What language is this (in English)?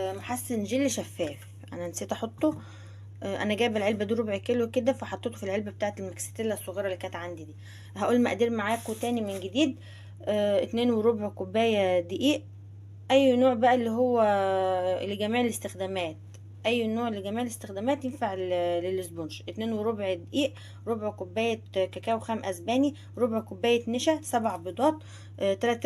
Egyptian Arabic